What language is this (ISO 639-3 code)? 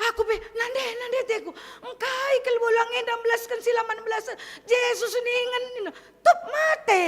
btx